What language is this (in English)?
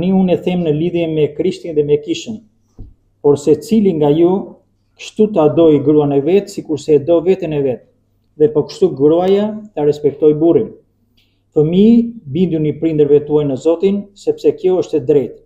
Albanian